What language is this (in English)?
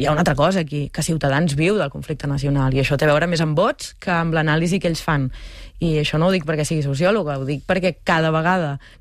Catalan